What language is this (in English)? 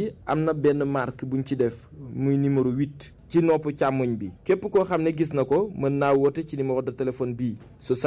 Wolof